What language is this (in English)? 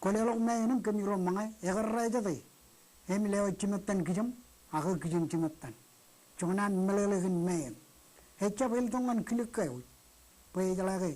Marshallese